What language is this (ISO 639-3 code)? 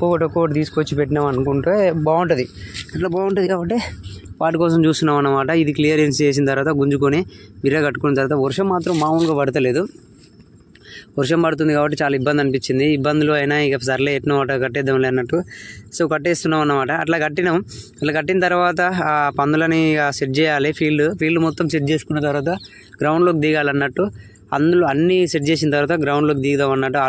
tel